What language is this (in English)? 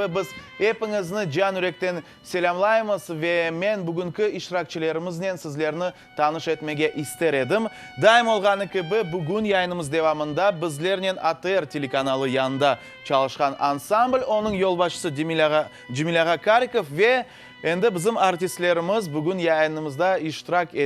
Crimean Tatar